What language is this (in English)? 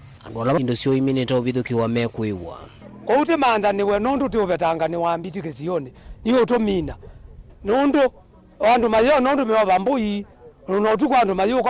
Kamba